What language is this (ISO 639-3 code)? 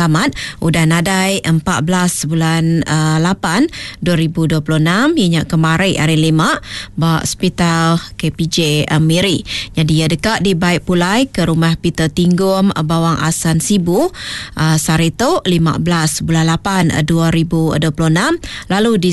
iba